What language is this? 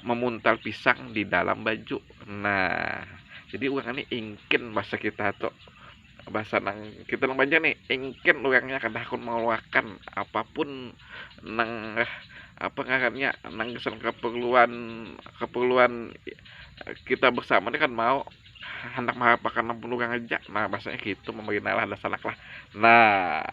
Banjar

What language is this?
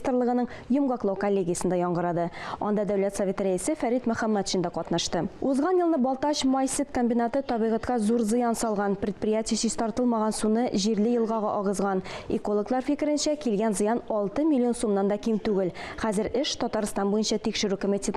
Tatar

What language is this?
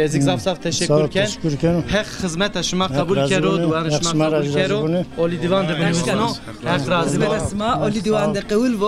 Zaza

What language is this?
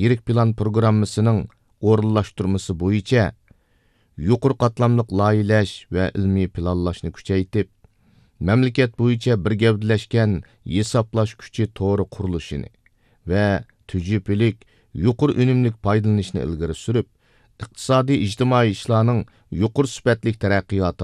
Uyghur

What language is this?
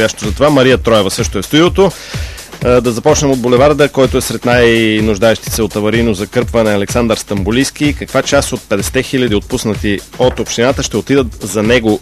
Bulgarian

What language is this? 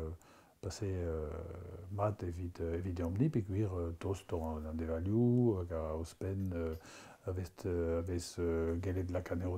Breton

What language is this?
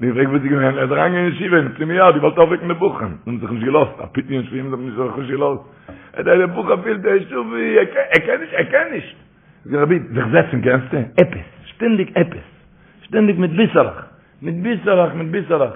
Yiddish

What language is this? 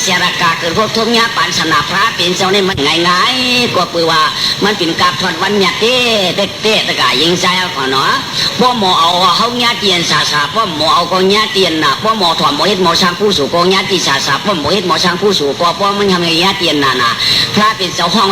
Shan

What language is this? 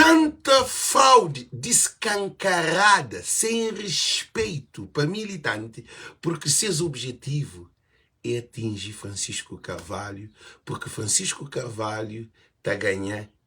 Kabuverdianu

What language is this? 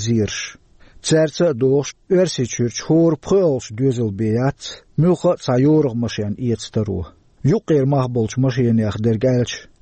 Chechen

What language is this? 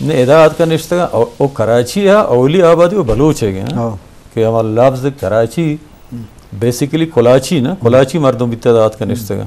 Eastern Balochi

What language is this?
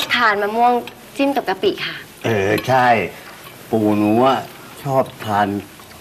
Thai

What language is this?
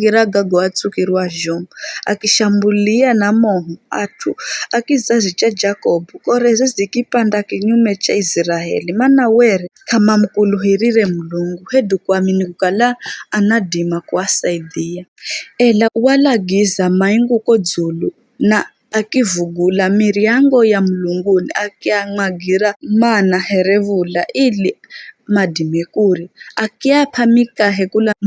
Giryama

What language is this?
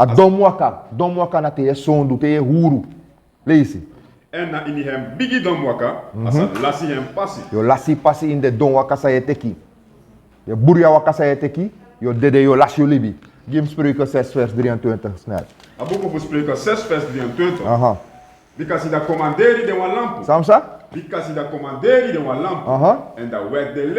Sranan Tongo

